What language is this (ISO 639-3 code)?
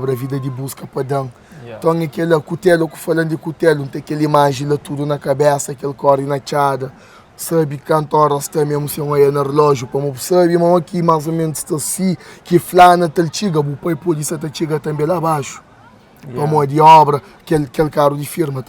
kea